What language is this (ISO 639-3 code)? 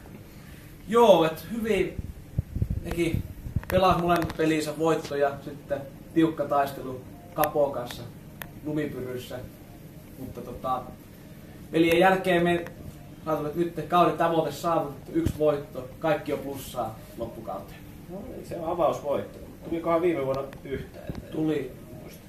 fin